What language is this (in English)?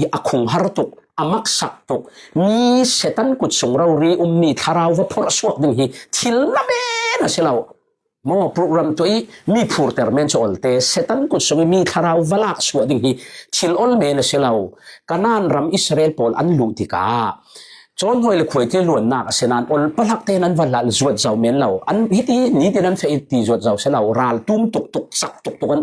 Falam Chin